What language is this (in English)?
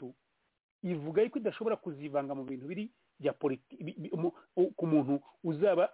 Kinyarwanda